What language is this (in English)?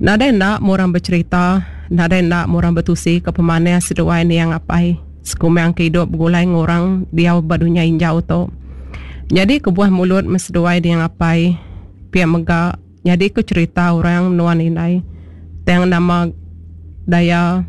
Iban